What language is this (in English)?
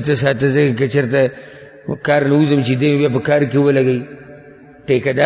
Pashto